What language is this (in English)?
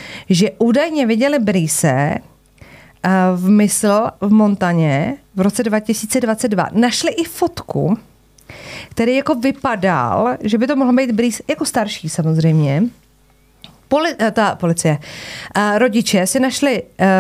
Czech